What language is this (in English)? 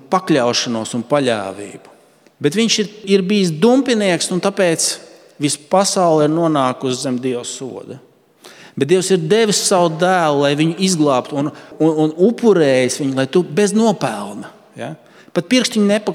Latvian